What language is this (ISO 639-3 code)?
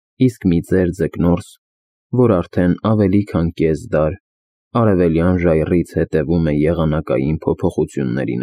hye